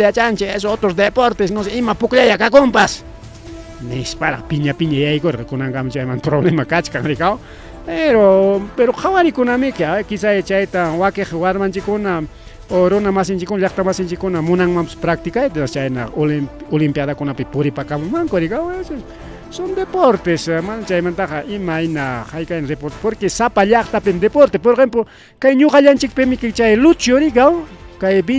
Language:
Ayacucho Quechua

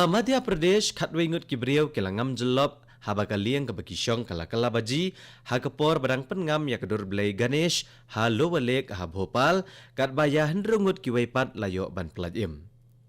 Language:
Khasi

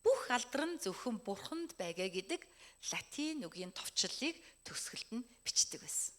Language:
Mongolian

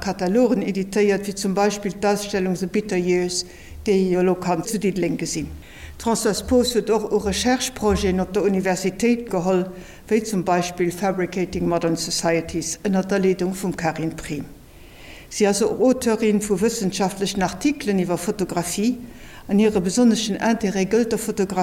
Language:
Luxembourgish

